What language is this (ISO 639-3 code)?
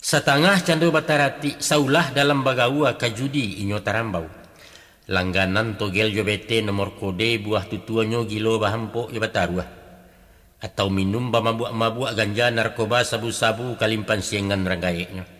min